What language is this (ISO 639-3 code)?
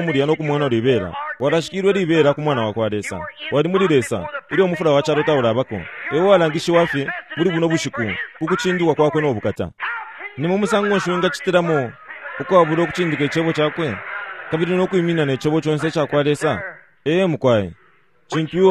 bem